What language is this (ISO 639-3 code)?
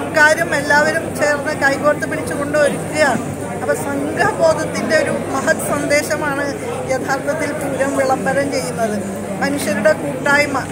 mal